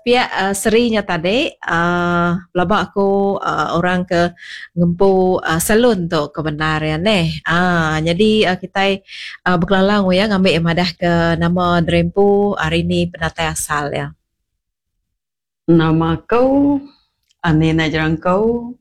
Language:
Iban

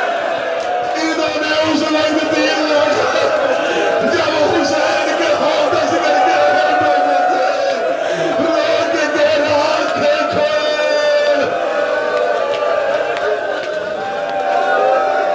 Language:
Urdu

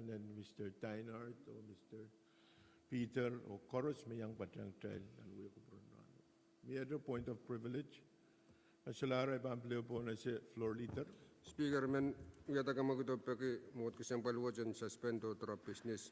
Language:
Pohnpeian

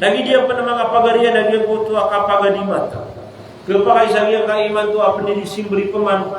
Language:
Maranao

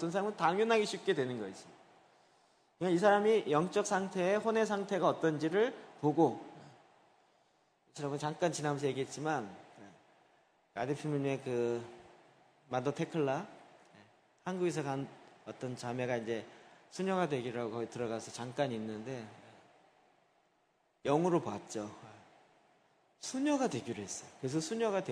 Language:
Korean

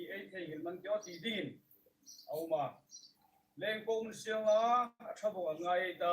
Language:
Hmar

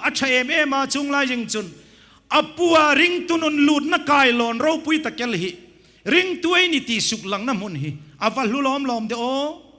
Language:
Hmar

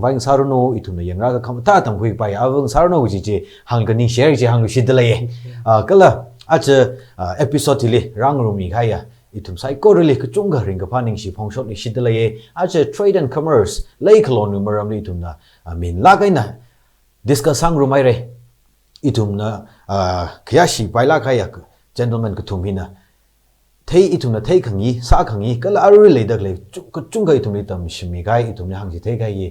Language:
Tangkhul Naga (India)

